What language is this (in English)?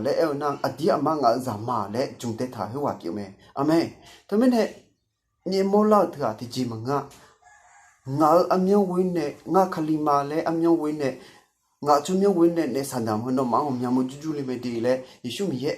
Akha